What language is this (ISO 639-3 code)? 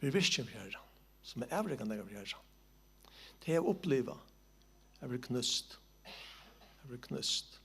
fao